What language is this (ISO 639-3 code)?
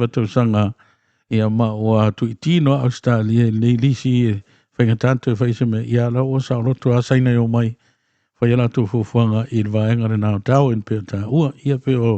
smo